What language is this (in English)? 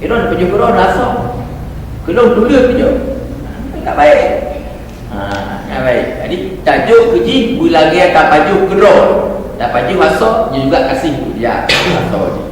Achinese